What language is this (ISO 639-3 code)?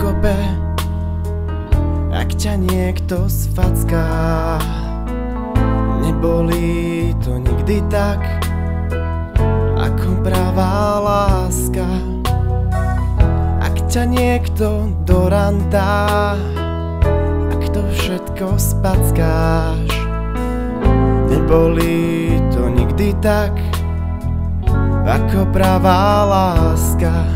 slk